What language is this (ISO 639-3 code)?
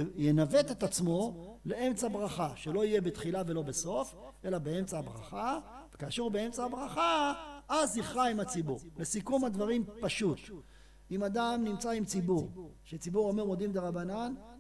heb